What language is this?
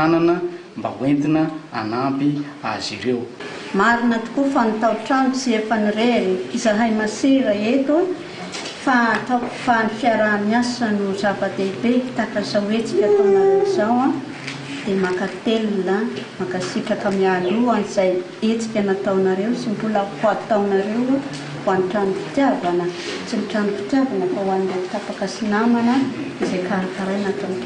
Malagasy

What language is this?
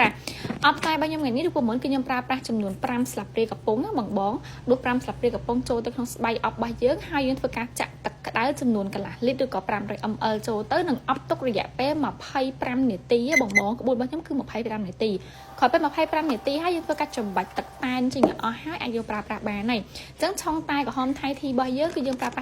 Khmer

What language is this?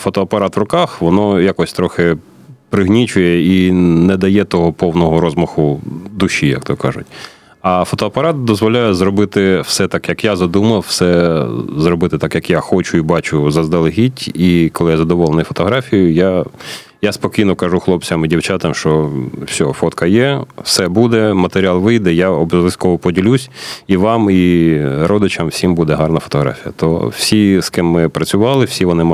Ukrainian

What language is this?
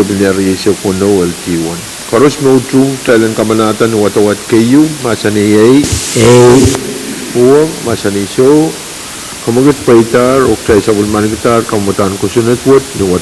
Pohnpeian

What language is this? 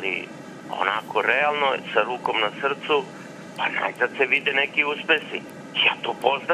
Serbian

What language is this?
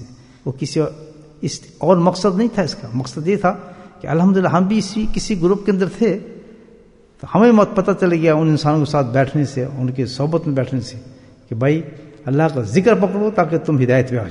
Urdu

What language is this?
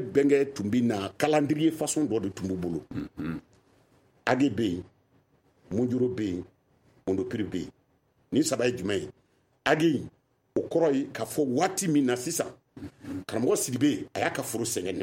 Bambara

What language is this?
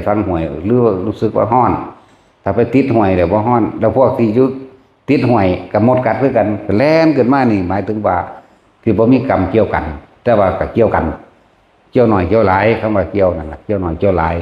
Northeastern Thai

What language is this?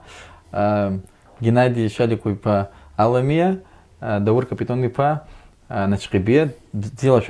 Abkhazian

